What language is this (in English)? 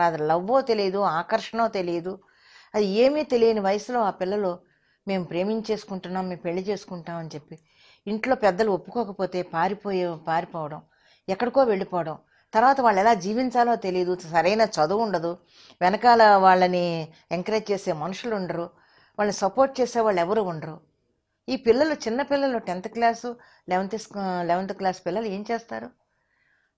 Telugu